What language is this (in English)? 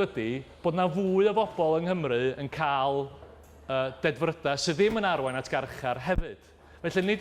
Welsh